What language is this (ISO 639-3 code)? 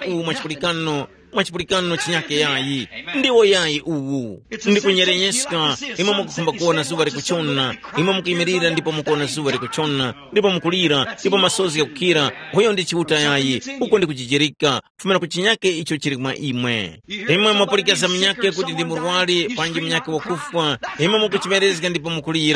tum